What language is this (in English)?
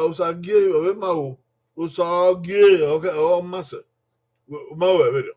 Bini